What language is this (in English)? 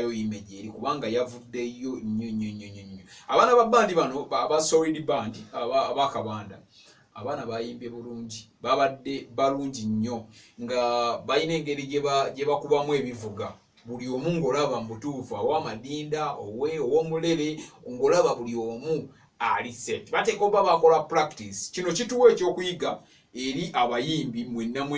Ganda